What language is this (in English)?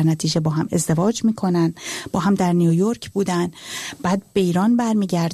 Persian